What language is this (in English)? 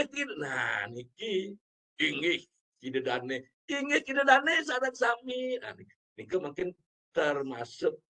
Balinese